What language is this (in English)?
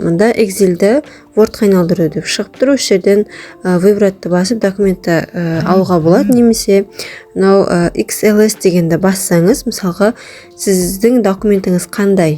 Kazakh